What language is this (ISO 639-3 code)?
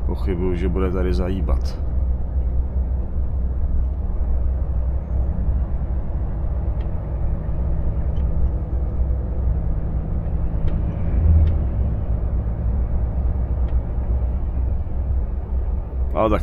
ces